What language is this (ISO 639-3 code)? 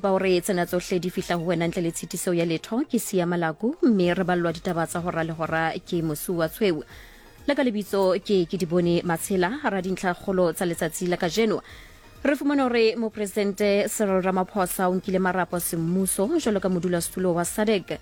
sot